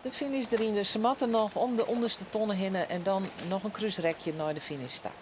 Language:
Western Frisian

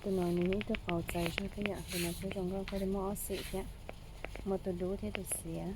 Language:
Hmong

